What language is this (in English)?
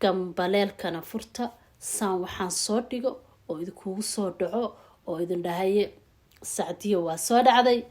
Somali